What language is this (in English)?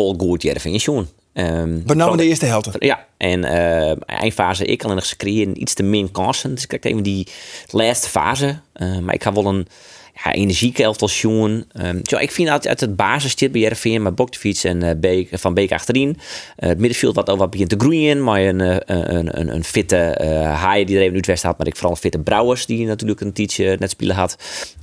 Western Frisian